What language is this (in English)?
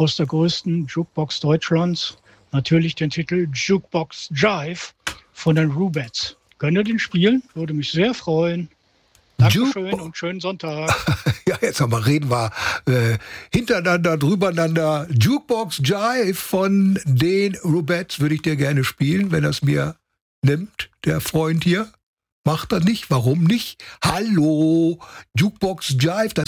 German